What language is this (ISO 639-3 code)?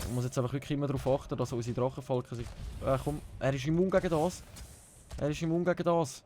gsw